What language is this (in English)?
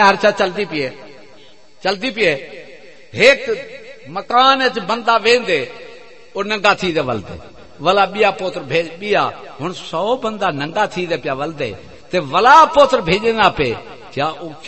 Saraiki